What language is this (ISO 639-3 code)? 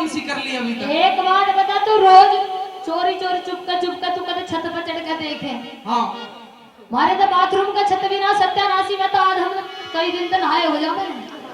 bgc